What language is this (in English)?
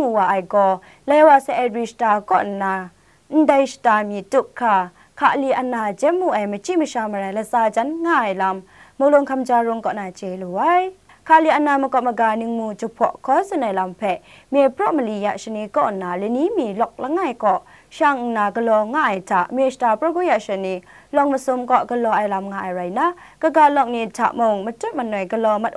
Kachin